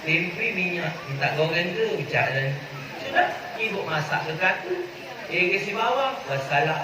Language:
Musi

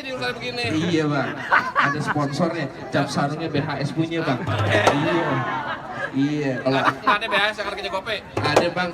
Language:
Betawi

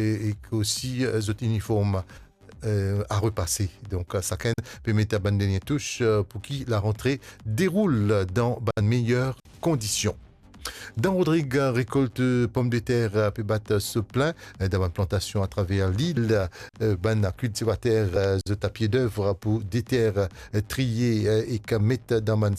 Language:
Morisyen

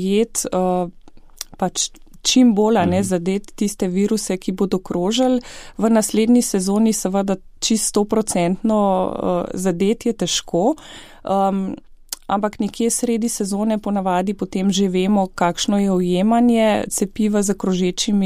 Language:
Slovenian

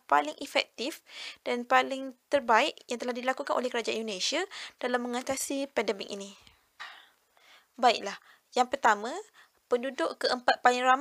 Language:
Malay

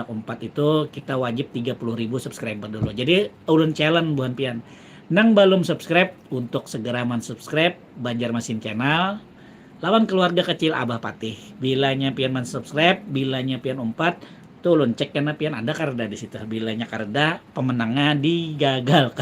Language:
Banjar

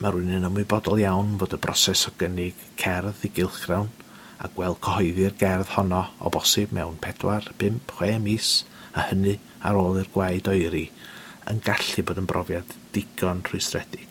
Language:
Welsh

